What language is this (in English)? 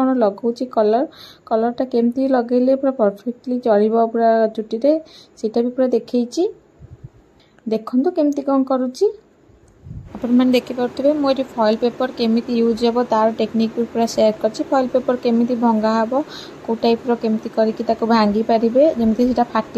Odia